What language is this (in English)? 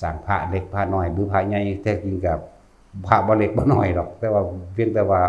Northeastern Thai